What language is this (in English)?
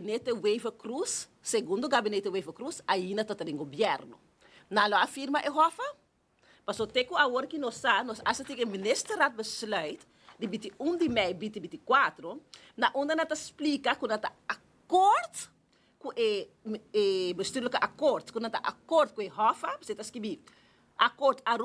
Papiamento